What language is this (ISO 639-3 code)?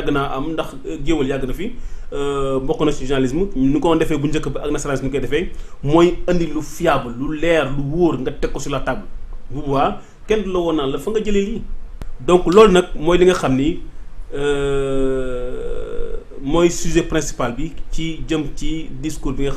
wol